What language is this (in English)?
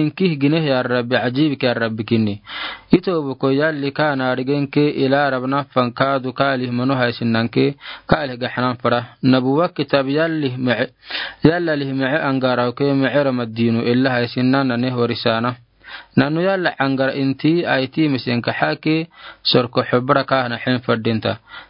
Afar